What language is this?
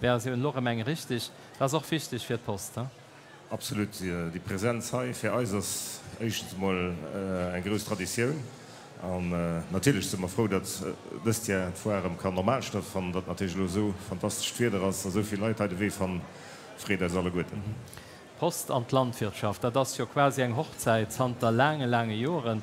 Luxembourgish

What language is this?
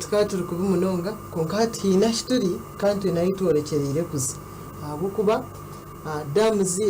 Nyankole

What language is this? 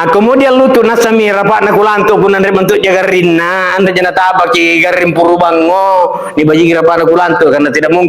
Makasar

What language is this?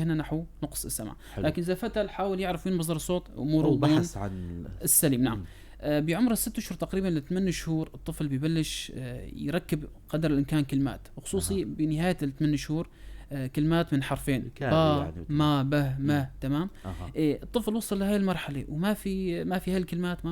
North Levantine Arabic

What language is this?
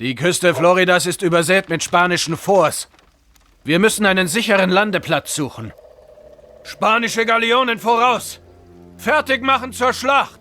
Bavarian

